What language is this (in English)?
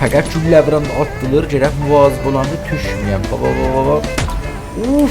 South Azerbaijani